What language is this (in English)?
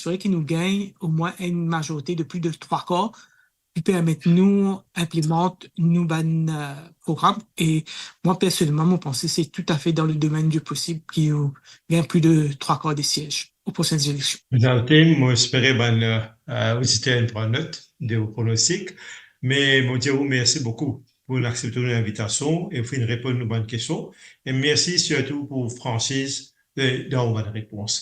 Morisyen